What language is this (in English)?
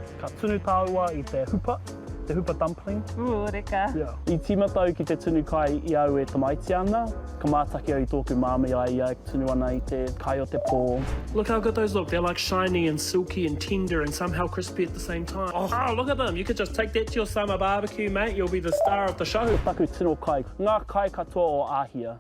Māori